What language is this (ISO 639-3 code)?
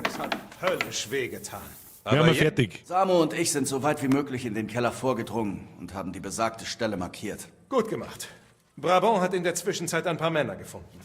bar